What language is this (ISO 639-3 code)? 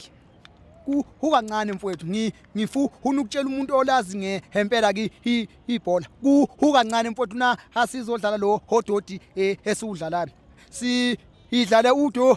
zul